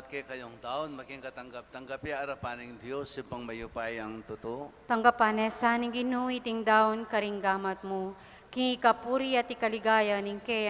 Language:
Pampanga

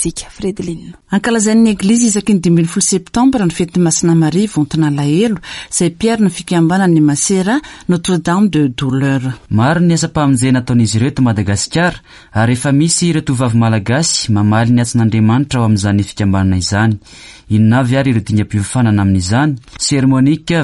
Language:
Malagasy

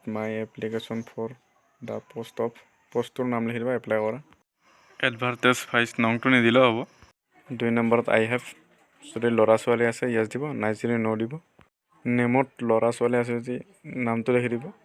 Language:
Assamese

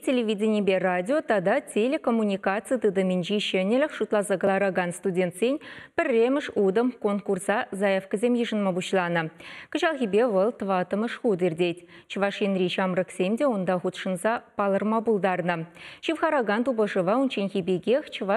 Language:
Chuvash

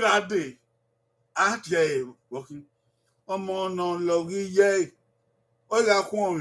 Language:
Bini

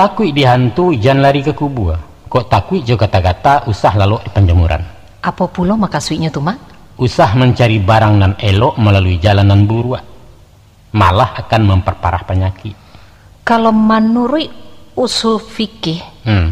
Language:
Minangkabau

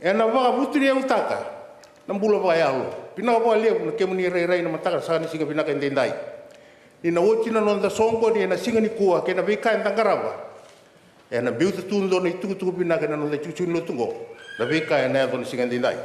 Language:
Fijian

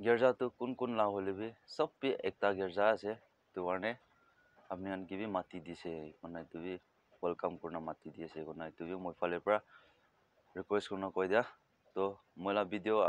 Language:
Naga Pidgin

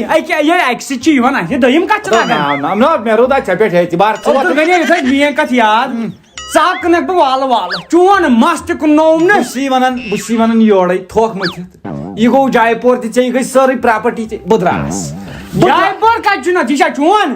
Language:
Kashmiri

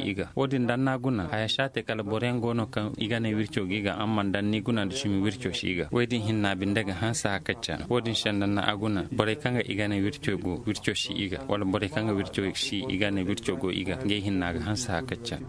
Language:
Zarma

